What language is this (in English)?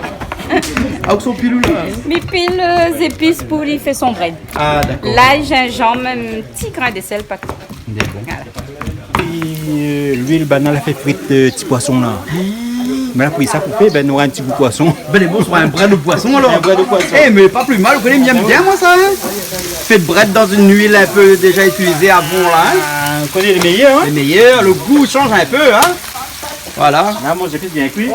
Réunion Creole French